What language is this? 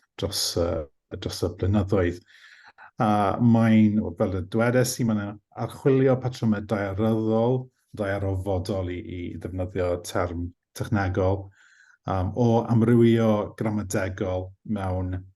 Welsh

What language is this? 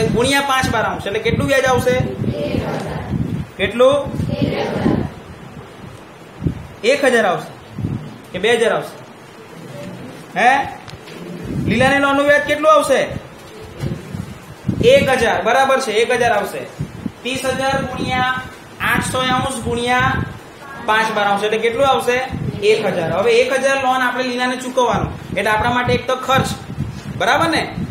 Gujarati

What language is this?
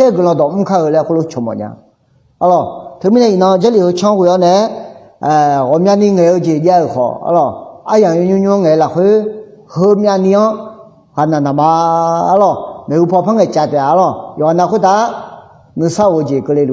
Akha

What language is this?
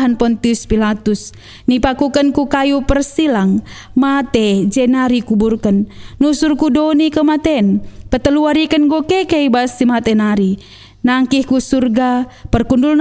Batak Karo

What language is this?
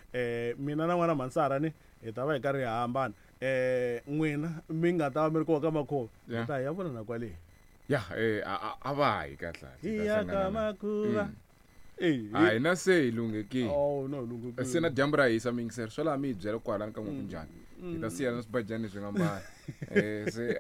Tsonga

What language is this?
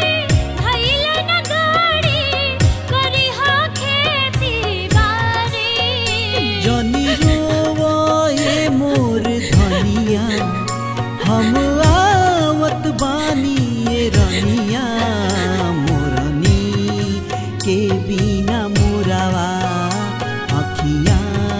Bhojpuri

